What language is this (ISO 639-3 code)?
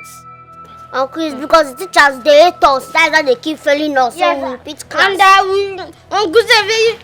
pcm